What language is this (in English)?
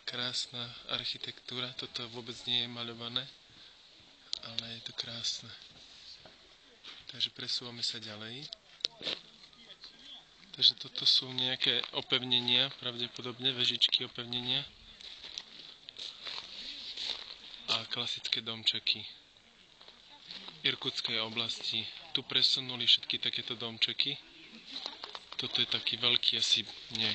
Slovak